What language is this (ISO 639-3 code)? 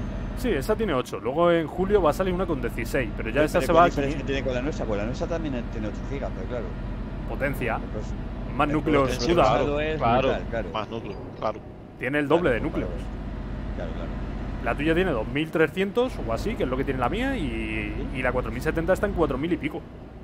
spa